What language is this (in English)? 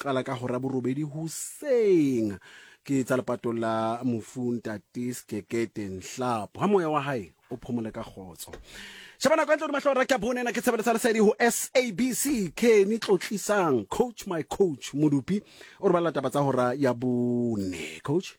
Southern Sotho